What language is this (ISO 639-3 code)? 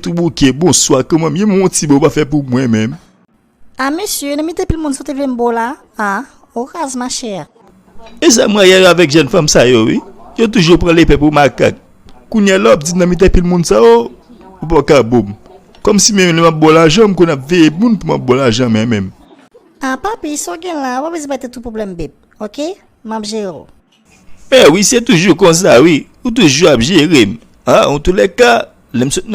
hat